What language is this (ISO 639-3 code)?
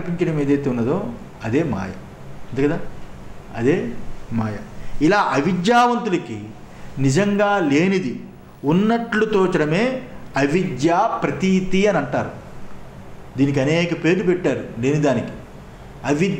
tel